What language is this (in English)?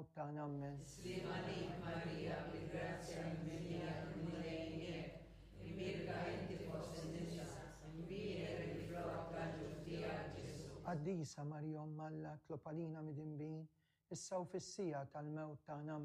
Maltese